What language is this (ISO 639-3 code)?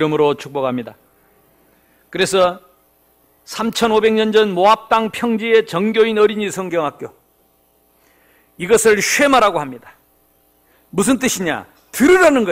kor